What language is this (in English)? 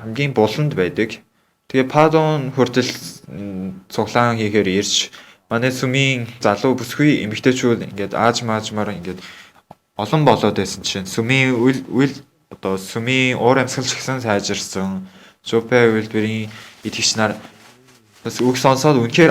Mongolian